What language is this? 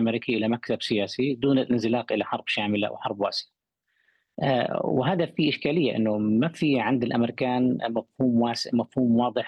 Arabic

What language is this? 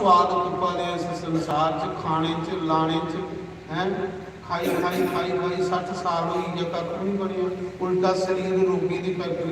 Dogri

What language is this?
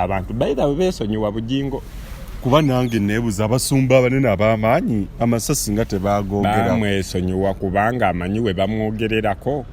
Ganda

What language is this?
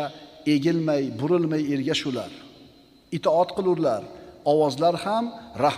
Uzbek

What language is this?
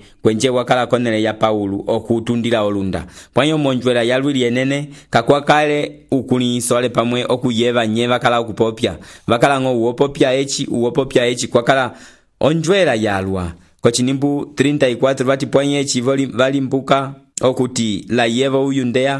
Umbundu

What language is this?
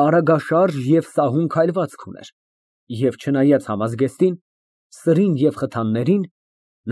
Armenian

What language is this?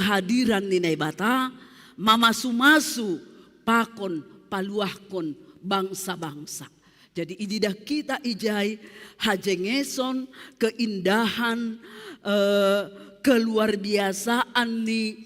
Batak Simalungun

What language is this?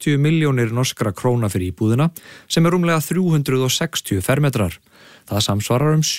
Icelandic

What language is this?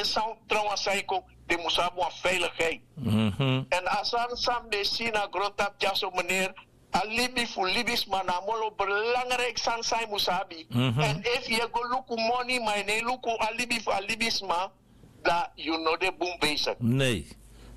Sranan Tongo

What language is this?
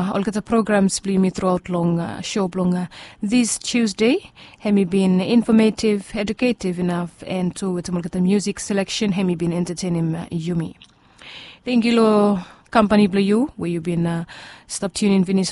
Bislama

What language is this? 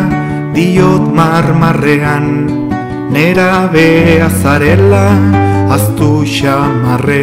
Basque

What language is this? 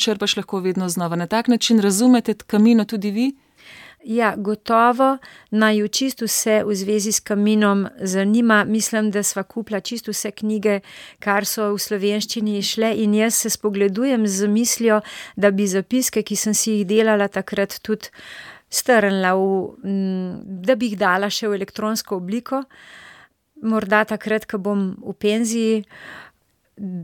Slovenian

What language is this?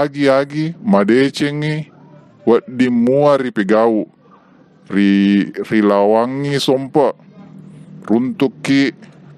Buginese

